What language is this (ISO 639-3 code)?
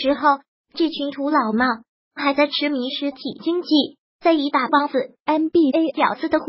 zho